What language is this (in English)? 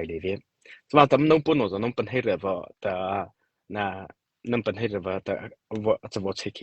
Mara Chin